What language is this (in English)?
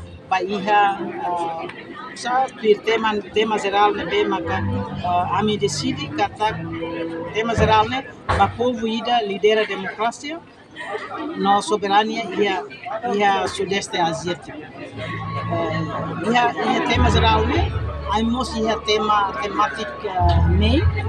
Tetum